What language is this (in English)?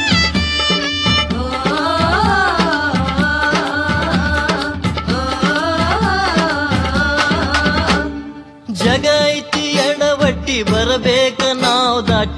Kannada